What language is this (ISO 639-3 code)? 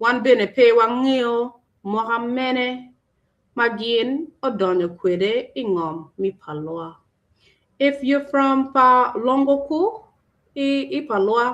ach